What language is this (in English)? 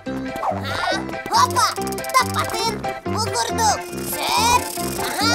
Yakut